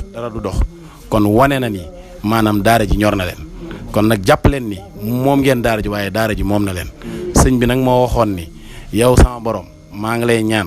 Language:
Wolof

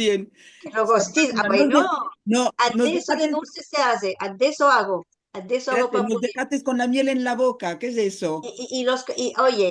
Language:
Ladino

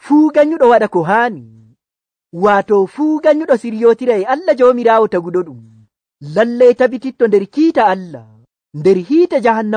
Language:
Nigerian Fulfulde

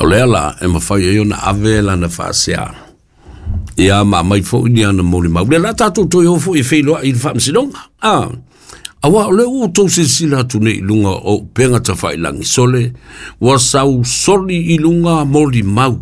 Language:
Samoan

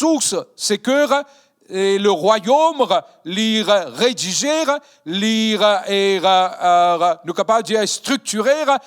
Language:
Morisyen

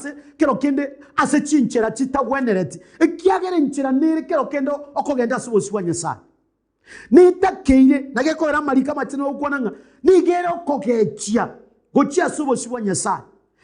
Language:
Gusii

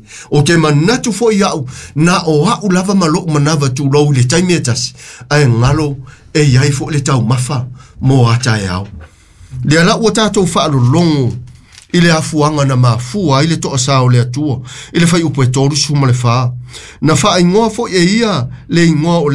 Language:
Samoan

